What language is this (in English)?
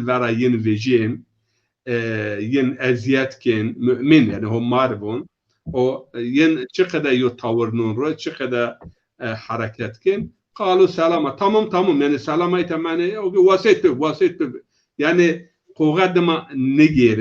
Zaza